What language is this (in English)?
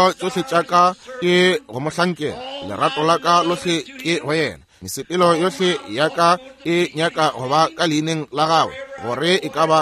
Northern Sotho